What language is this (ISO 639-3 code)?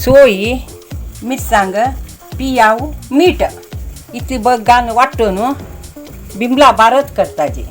kok